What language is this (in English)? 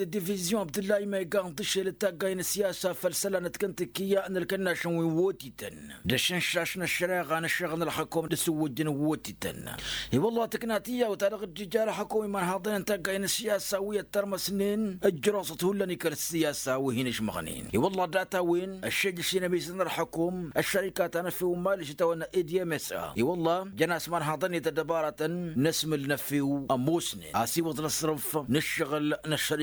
Tamasheq